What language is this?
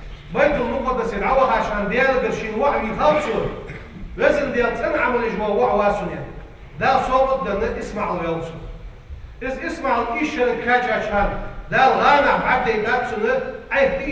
Ingush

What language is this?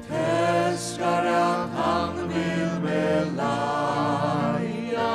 Faroese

